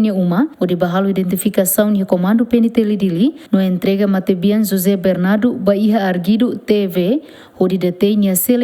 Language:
Tetum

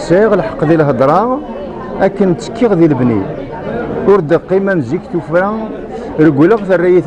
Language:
Kabyle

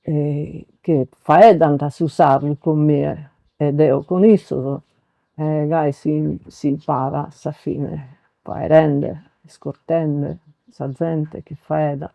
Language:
Sardinian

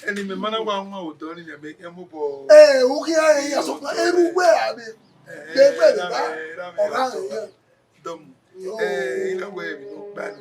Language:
Bini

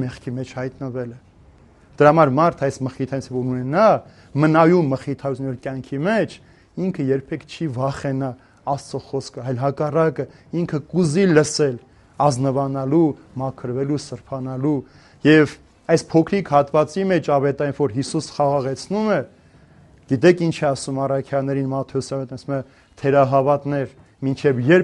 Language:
Armenian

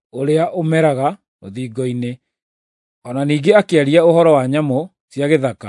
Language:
Kikuyu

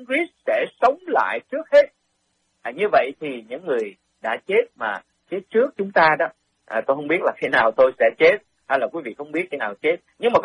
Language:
Vietnamese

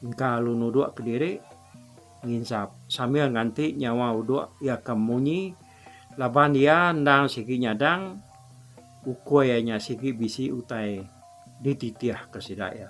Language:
Iban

